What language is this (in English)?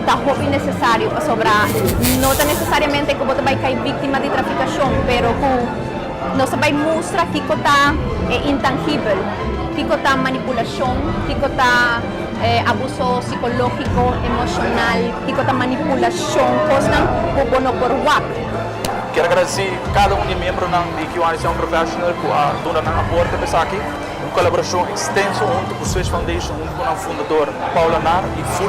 Papiamento